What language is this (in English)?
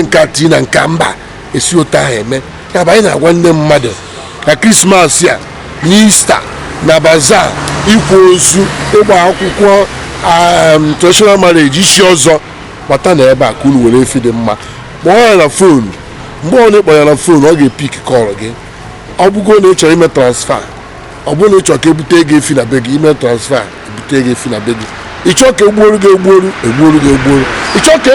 Igbo